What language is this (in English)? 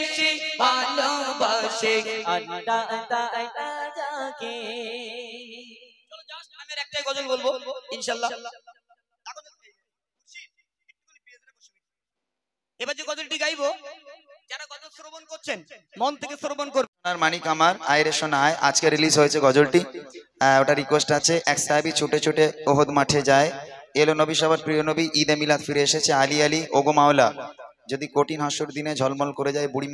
Bangla